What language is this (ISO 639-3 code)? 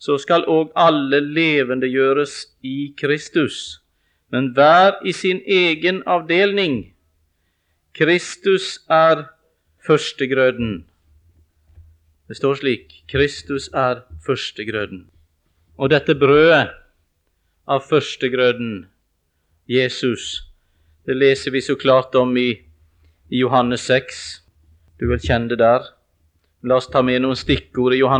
nor